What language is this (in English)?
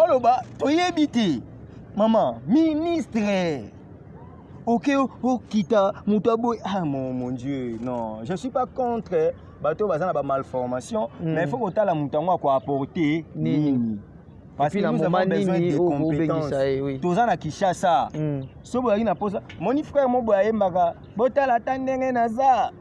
Lingala